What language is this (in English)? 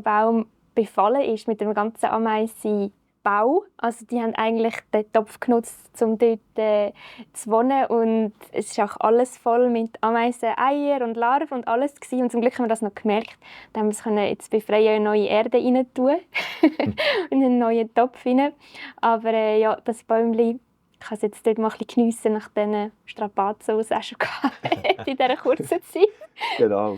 Swiss German